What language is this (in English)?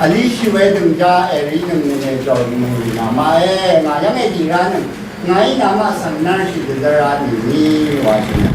Rawang